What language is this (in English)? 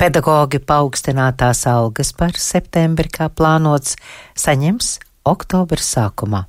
Latvian